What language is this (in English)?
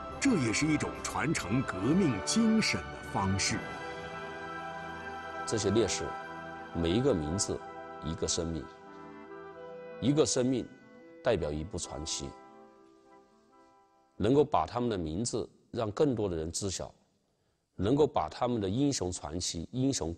Chinese